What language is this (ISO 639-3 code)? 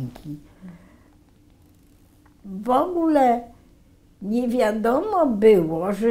pol